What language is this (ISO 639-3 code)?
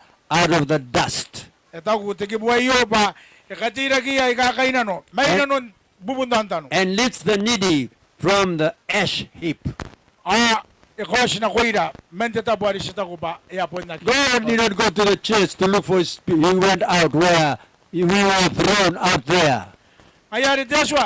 gil